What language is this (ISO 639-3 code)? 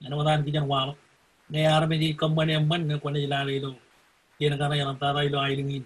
mah